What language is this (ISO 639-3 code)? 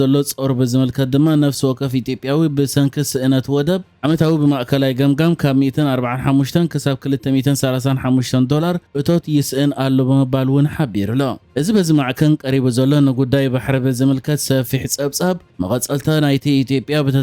tir